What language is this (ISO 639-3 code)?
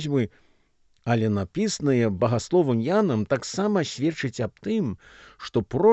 bel